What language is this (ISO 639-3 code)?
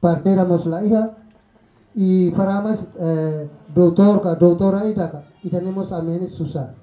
tet